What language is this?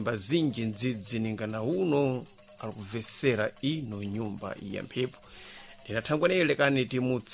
Sena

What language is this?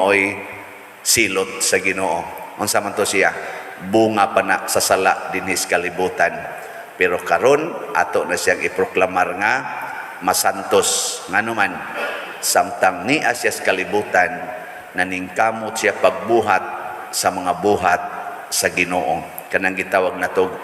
Cebuano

